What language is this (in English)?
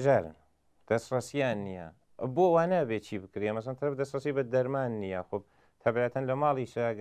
Central Kurdish